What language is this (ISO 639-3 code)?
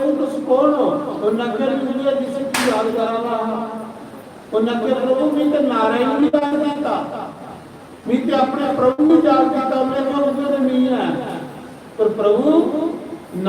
doi